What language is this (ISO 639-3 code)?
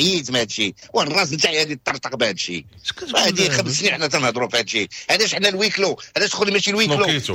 ary